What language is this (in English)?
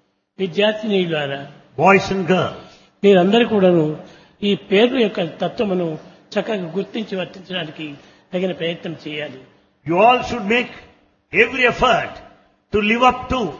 Telugu